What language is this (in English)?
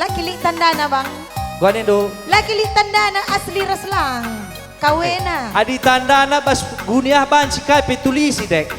Batak Karo